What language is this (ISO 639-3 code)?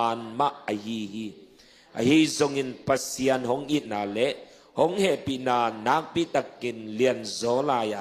ctd